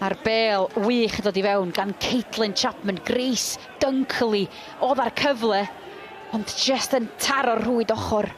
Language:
Welsh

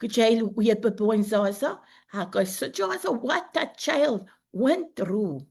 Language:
Pohnpeian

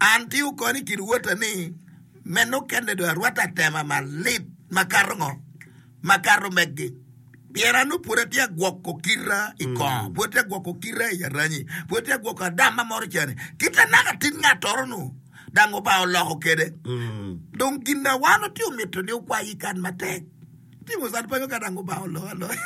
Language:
Acoli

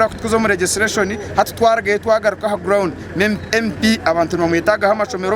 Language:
Nyankole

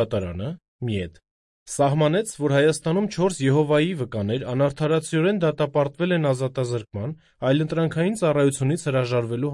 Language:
Armenian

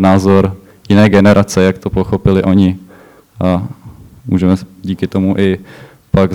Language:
Czech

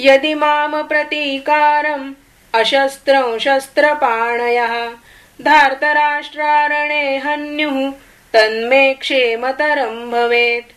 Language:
Sanskrit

